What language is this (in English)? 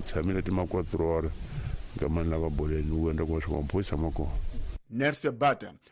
Tsonga